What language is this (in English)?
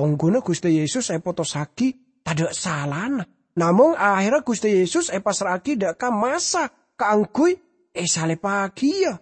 Madurese